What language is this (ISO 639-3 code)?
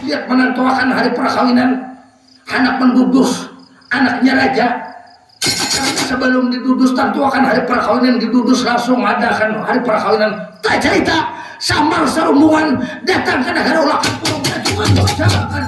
bjn